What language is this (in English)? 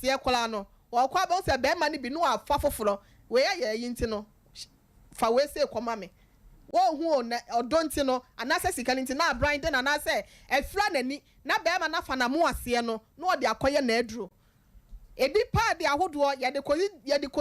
Akan